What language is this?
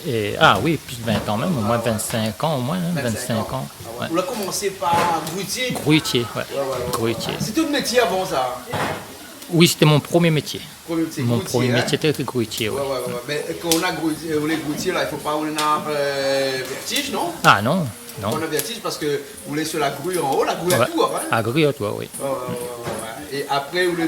Réunion Creole French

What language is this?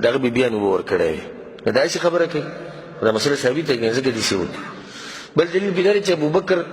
Pashto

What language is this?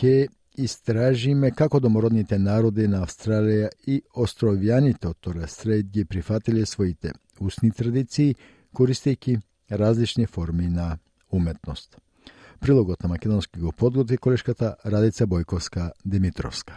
Macedonian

